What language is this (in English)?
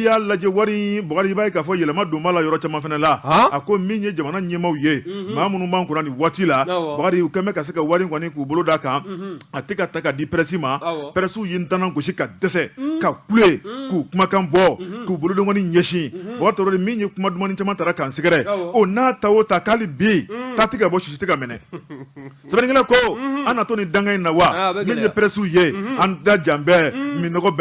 Bambara